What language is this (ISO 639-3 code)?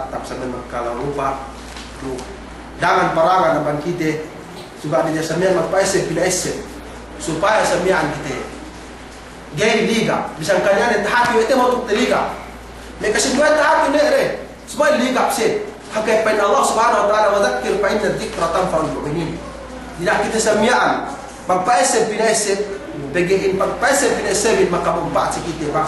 yka